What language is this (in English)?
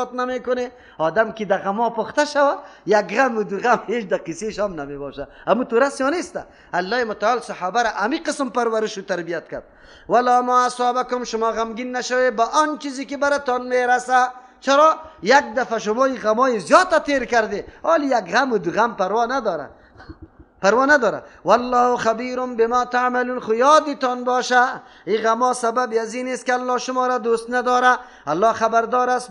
Persian